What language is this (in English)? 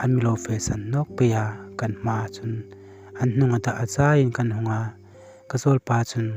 Hmar